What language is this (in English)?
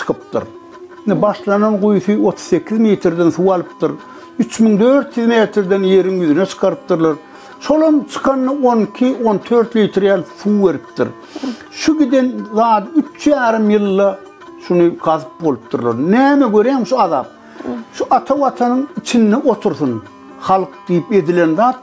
Turkmen